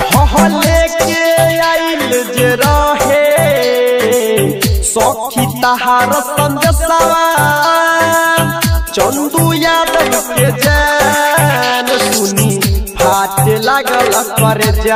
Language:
Maithili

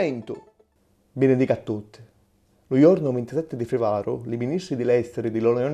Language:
Sicilian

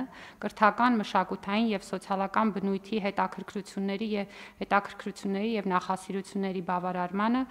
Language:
Armenian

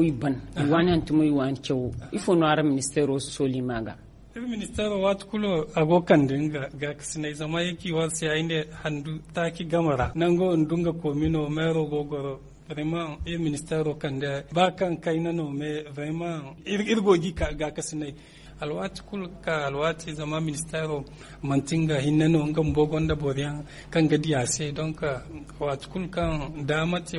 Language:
Zarma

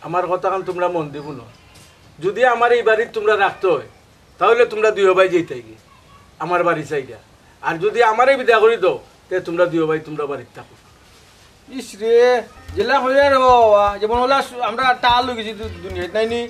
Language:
Sylheti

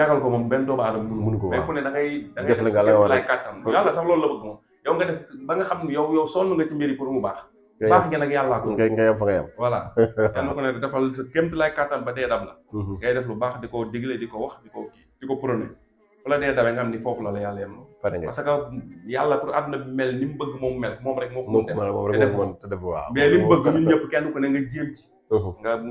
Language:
Wolof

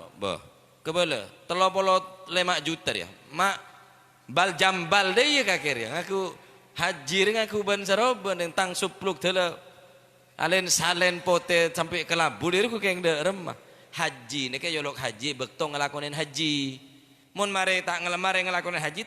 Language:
Madurese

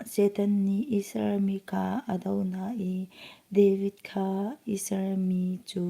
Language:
Hakha Chin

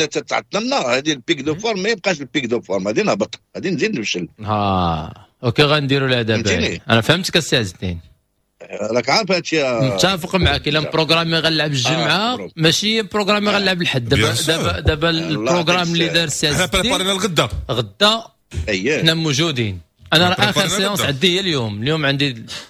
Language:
Moroccan Arabic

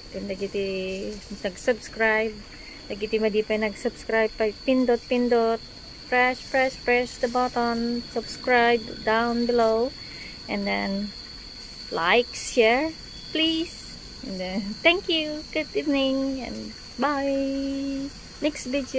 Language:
Iloko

